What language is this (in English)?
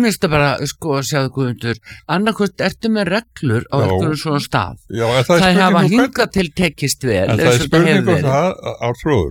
Icelandic